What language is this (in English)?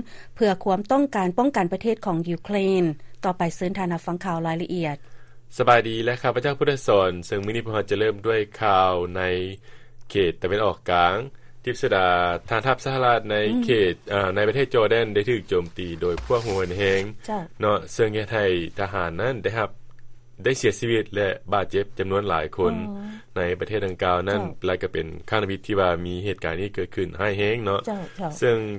Lao